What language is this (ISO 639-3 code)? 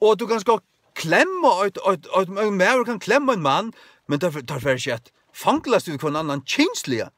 fao